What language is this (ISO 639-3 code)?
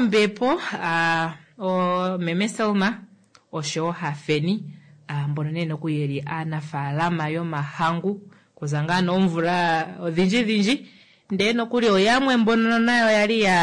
kua